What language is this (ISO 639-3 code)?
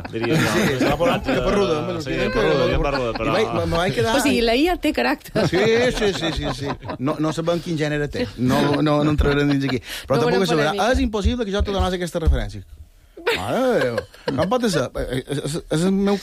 cat